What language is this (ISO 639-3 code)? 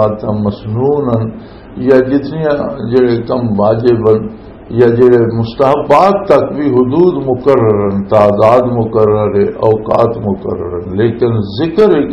lah